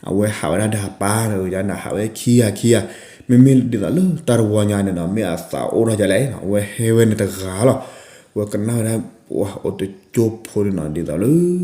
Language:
S'gaw Karen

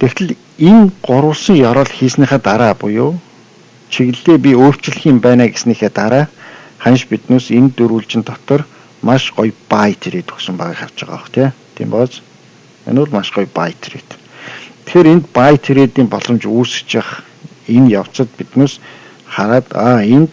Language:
Mongolian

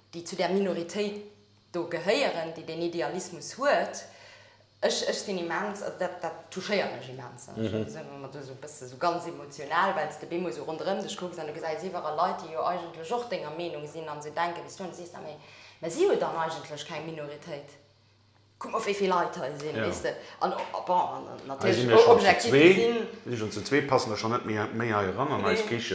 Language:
Luxembourgish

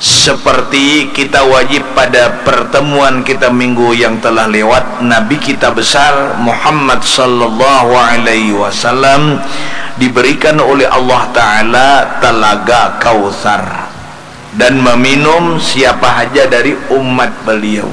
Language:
Banjar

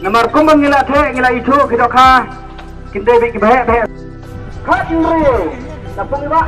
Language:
Khasi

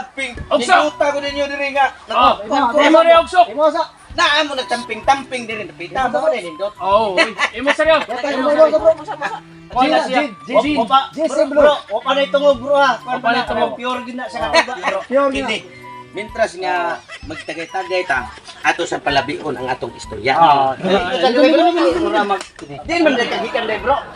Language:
Cebuano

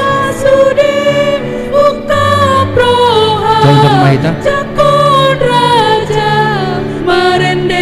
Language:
Batak Toba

